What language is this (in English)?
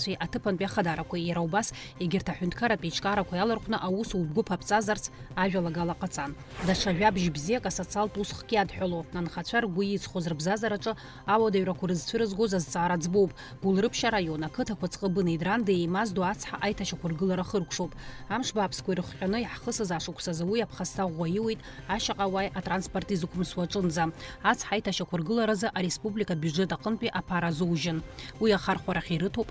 Abkhazian